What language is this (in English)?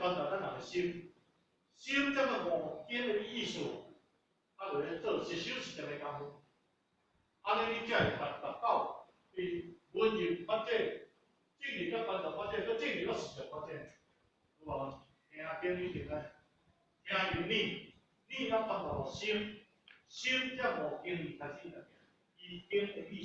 Min Nan Chinese